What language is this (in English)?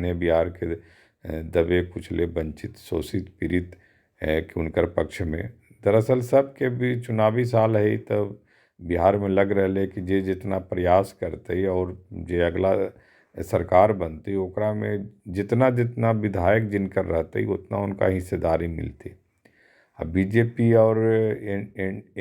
Magahi